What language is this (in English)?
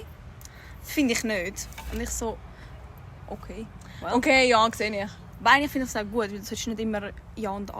Swiss German